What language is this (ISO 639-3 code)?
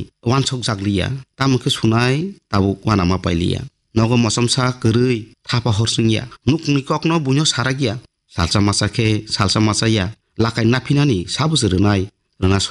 trp